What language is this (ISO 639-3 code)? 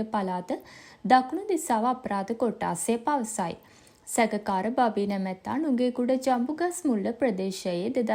sin